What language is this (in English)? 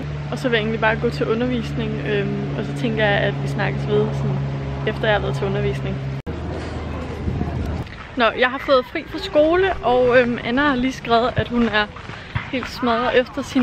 Danish